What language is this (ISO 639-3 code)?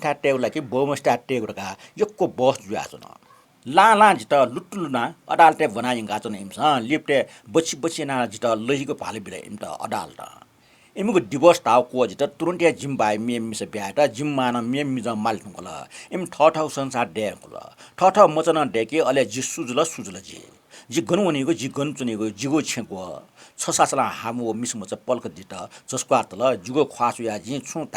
new